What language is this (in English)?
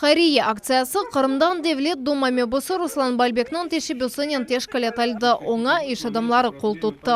Crimean Tatar